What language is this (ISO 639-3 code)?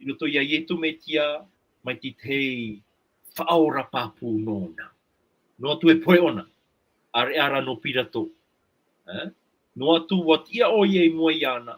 tah